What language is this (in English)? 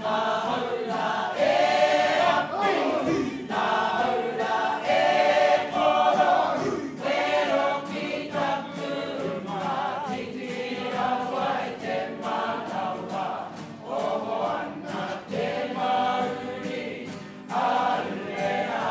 Māori